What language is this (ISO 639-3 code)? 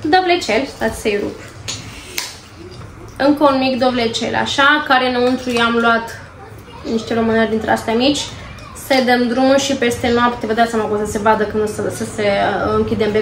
ron